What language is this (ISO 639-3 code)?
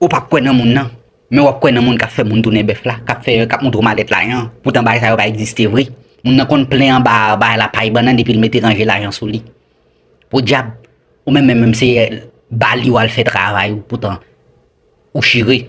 hat